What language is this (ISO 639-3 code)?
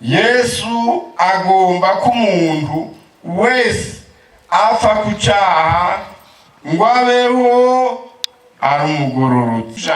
run